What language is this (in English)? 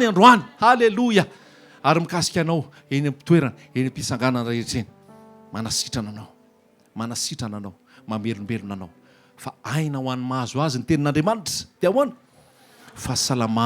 Malagasy